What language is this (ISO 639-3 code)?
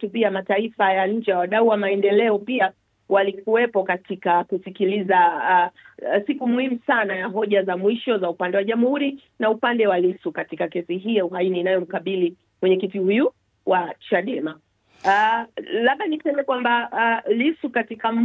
swa